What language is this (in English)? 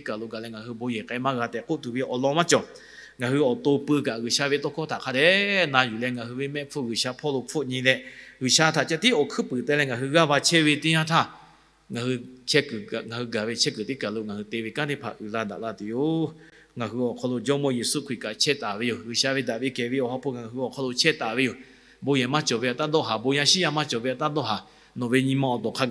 Lahu